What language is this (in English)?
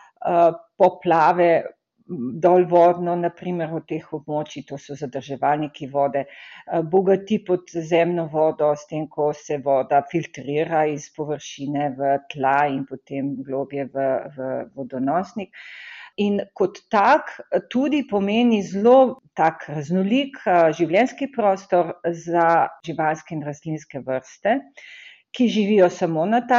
Slovenian